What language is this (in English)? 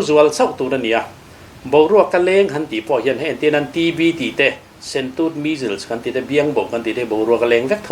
Mizo